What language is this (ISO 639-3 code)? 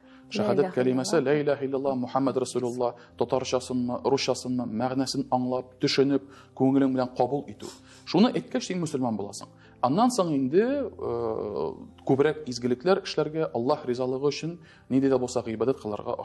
tat